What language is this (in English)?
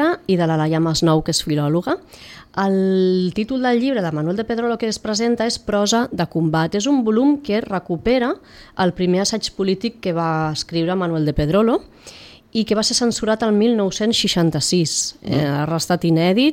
Catalan